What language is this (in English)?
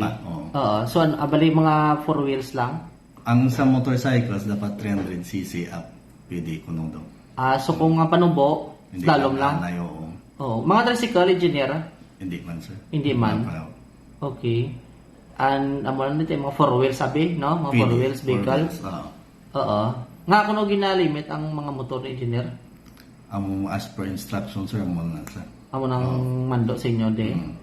Hiligaynon